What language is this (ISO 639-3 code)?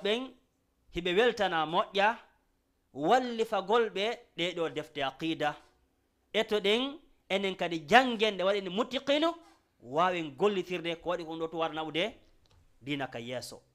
ful